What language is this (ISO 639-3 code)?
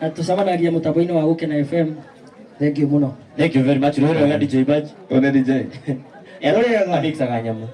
kik